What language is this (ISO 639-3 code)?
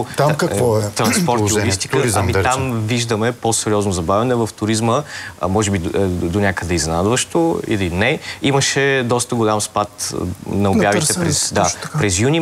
bul